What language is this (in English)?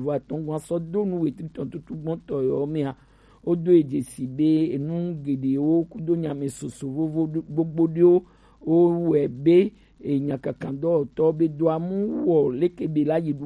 Gen